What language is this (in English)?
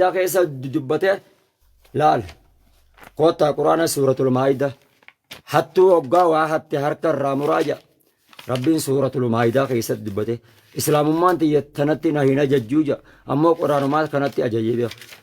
Oromo